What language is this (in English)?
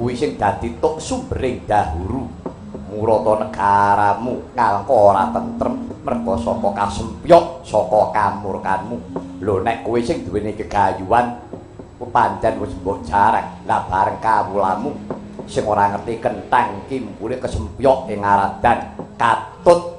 Javanese